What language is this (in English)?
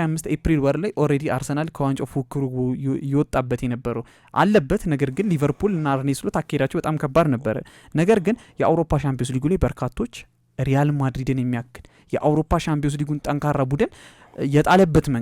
Amharic